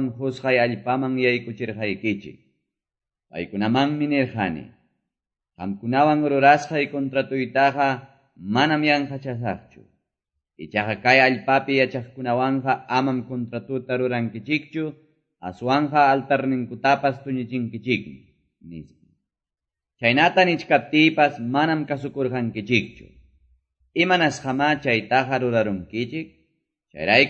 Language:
Quechua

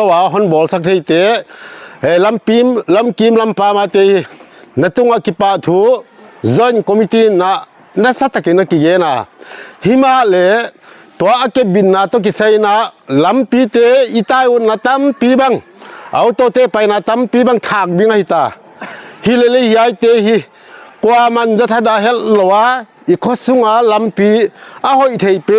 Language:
Paite Chin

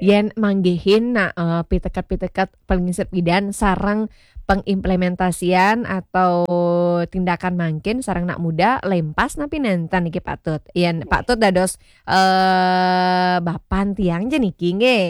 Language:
Balinese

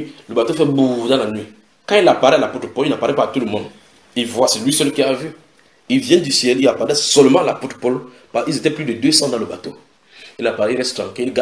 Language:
French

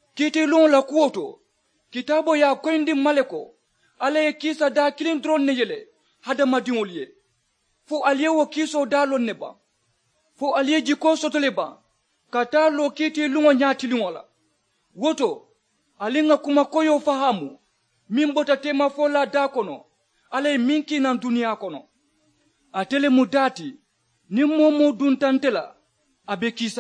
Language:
Mandingo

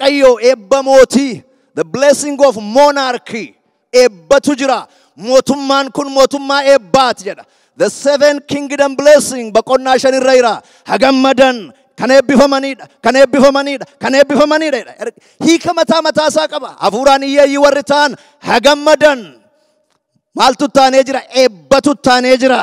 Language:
Oromo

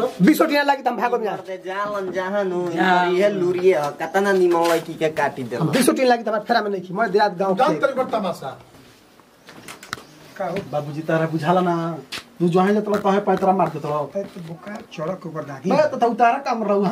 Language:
Bhojpuri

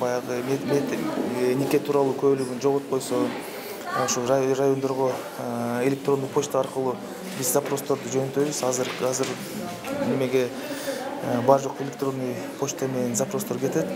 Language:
Kyrgyz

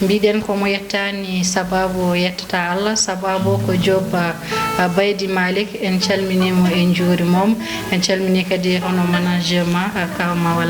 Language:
Fula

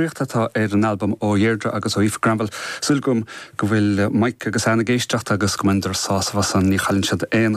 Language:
Irish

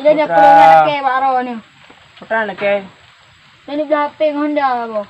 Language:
Achinese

